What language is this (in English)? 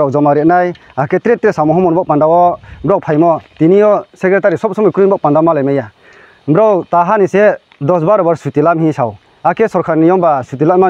Kok Borok